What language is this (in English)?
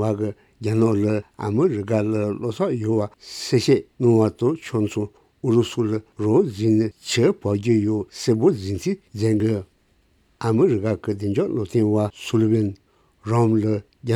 Tibetan